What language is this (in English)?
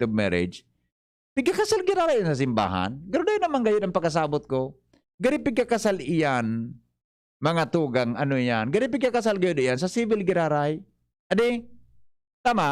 Bikol